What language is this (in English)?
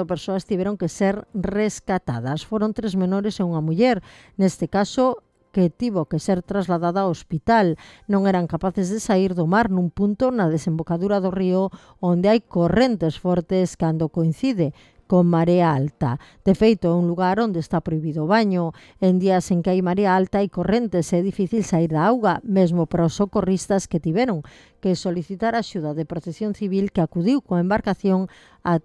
Galician